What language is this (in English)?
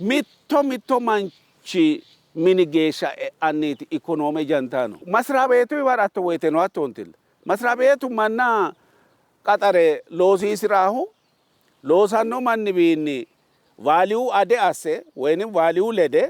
Sidamo